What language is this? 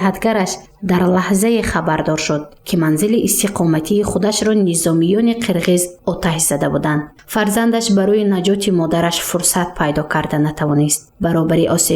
Tajik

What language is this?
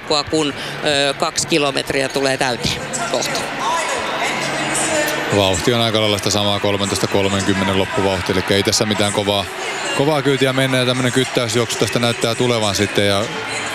Finnish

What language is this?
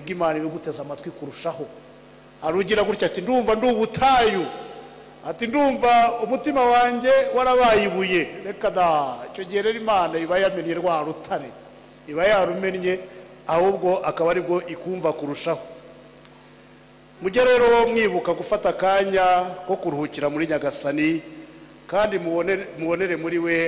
Kinyarwanda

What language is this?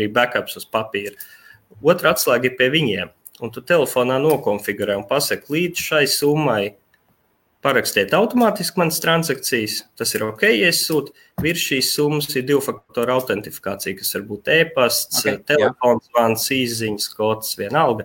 Latvian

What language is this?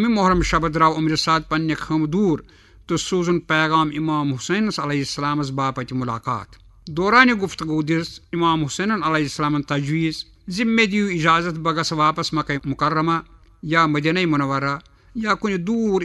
Kashmiri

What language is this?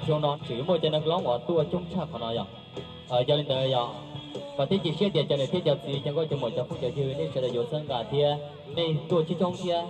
Hmong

